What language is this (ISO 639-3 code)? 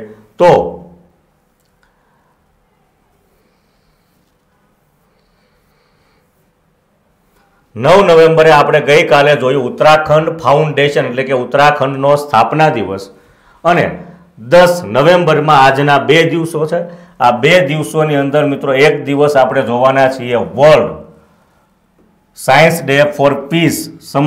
guj